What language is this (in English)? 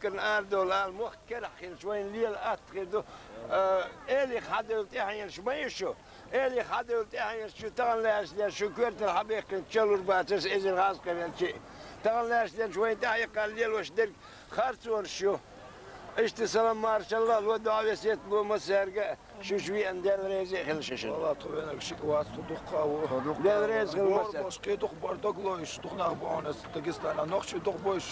Chechen